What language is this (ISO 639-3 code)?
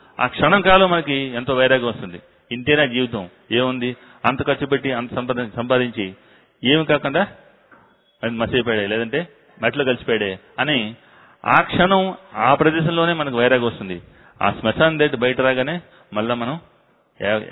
tel